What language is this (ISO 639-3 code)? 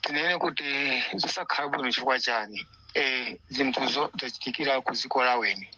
nya